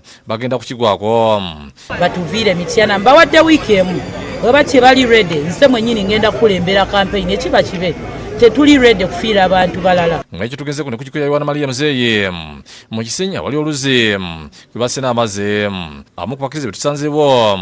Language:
Ganda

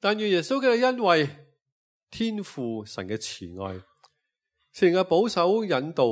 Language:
Cantonese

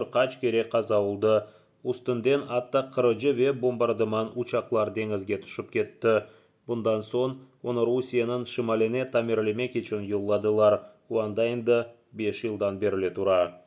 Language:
Crimean Tatar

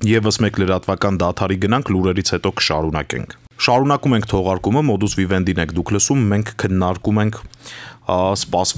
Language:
Armenian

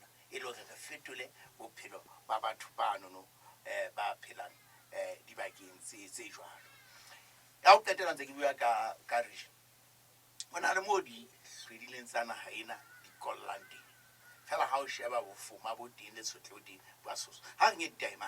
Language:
Southern Sotho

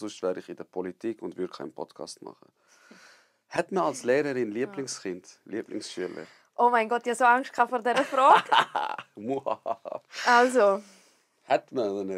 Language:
Swiss German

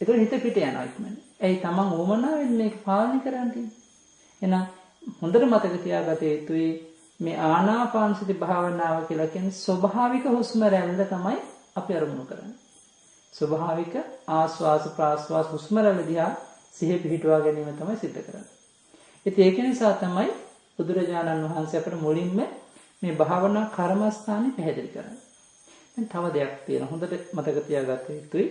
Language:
Sinhala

